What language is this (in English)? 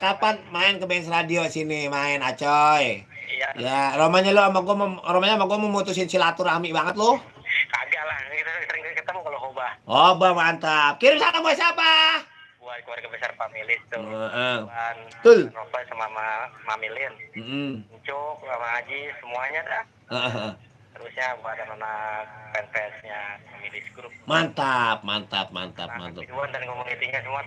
Betawi